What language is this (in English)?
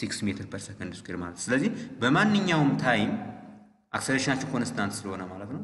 Amharic